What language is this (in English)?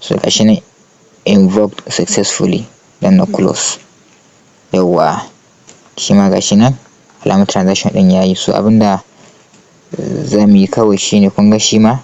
Hausa